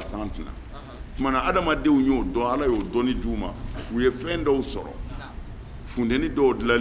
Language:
Bambara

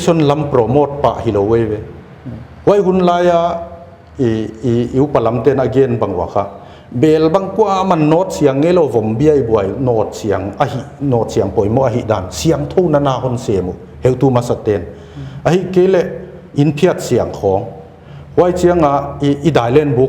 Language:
Paite Chin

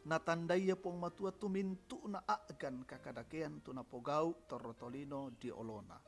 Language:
Toraja-Sa'dan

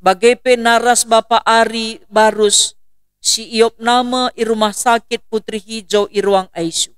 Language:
Batak Karo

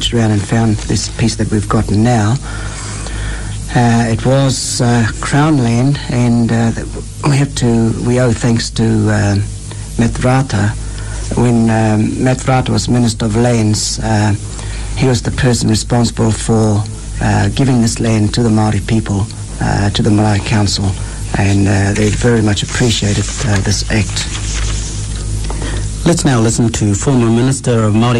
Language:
English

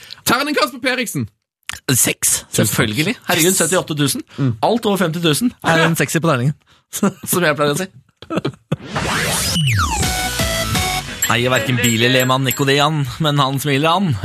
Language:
Norwegian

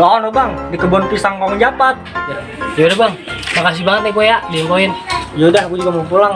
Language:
Betawi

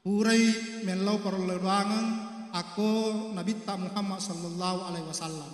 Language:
Buginese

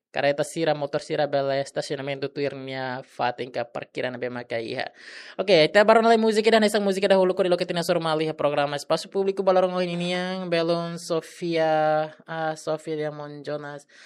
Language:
Tetum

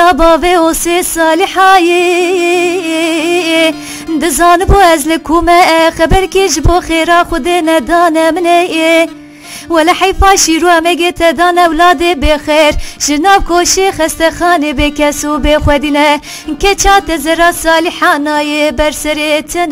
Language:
Kurdish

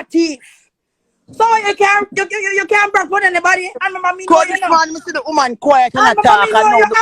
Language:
Jamaican Creole English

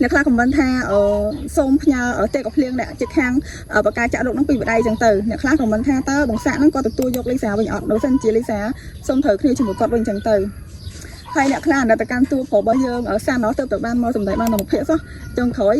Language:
Khmer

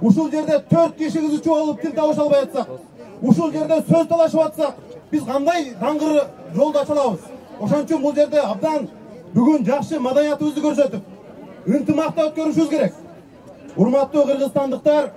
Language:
Kyrgyz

